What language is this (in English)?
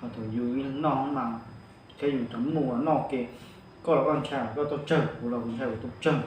Hmong